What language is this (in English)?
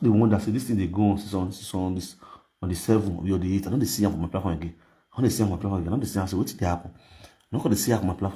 Nigerian Pidgin